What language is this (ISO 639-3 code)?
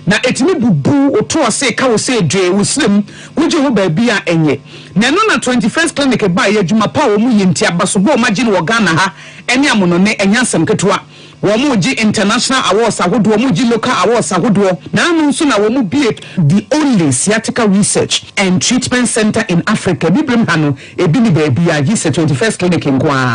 aka